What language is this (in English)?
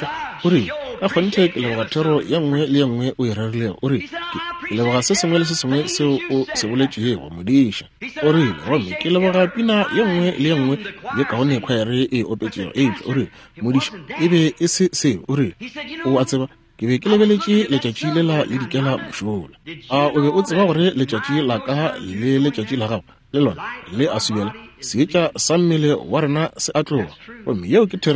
Northern Sotho